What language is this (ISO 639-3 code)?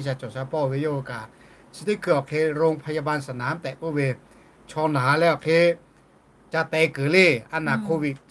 lhu